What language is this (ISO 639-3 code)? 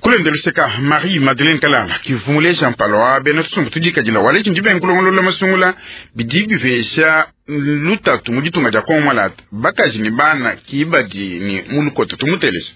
lua